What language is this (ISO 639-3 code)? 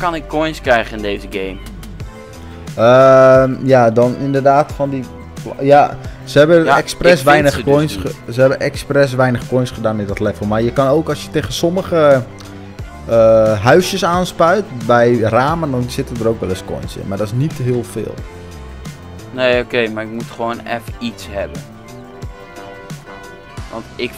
nld